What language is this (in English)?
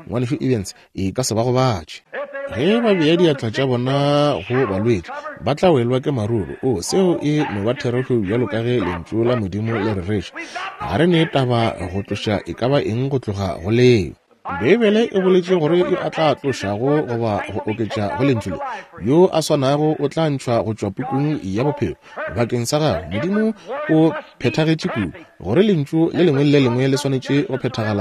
Northern Sotho